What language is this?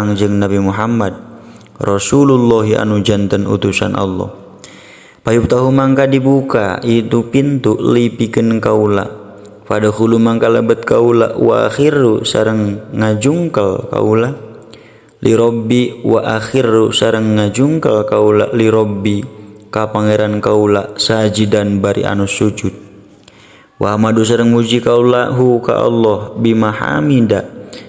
Sundanese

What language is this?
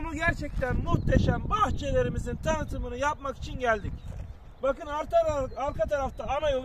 Turkish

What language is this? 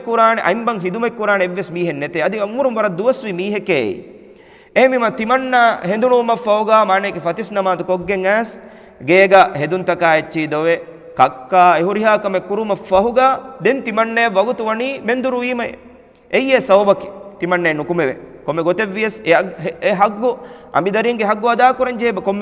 Divehi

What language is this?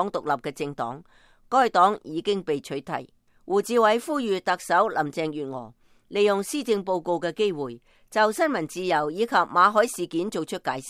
Cantonese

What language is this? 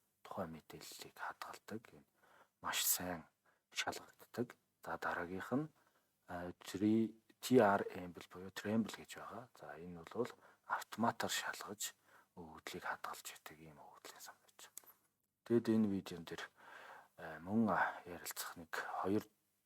Mongolian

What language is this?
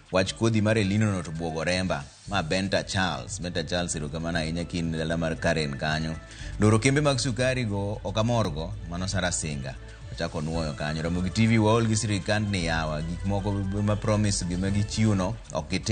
Luo (Kenya and Tanzania)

